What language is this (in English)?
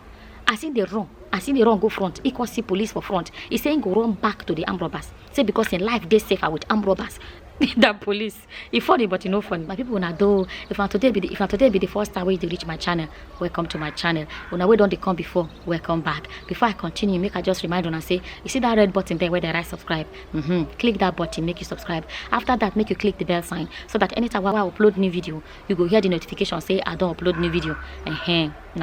Nigerian Pidgin